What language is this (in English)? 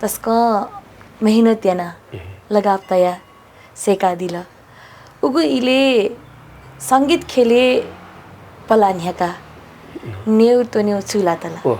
Newari